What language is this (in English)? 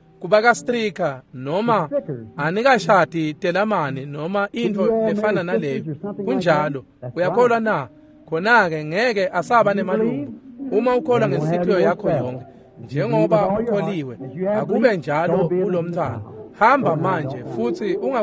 Swati